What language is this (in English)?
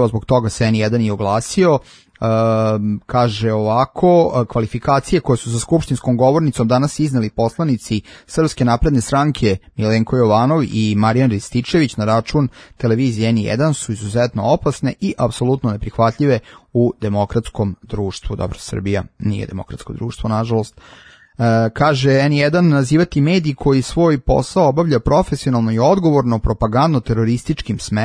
Serbian